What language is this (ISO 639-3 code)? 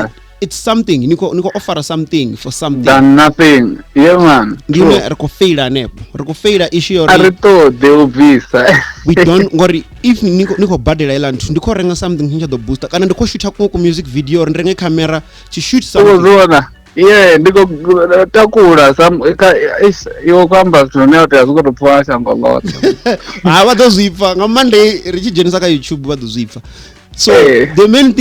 ven